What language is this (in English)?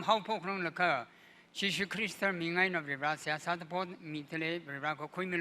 Tangkhul Naga (India)